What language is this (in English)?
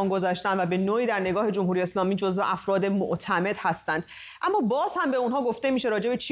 Persian